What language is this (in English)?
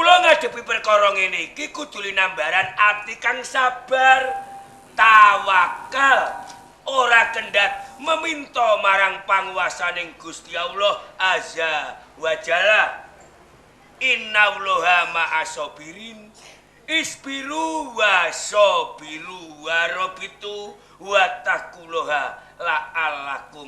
Javanese